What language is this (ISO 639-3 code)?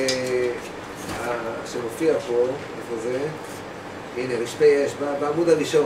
heb